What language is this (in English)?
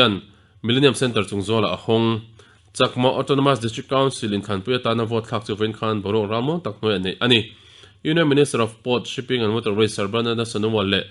Mizo